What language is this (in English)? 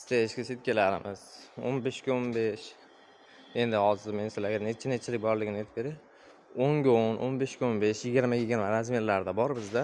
Uzbek